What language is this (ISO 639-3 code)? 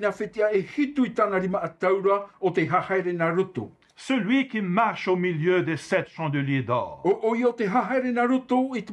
tah